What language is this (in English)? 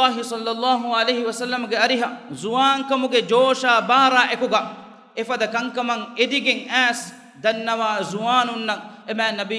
Divehi